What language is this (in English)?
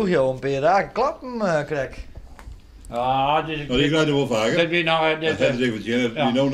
Western Frisian